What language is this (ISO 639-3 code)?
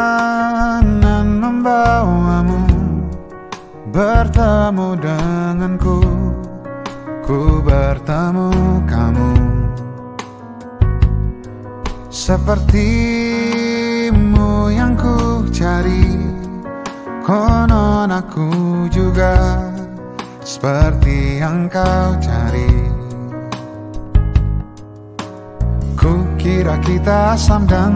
ind